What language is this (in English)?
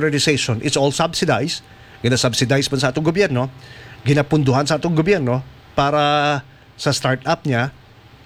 Hiligaynon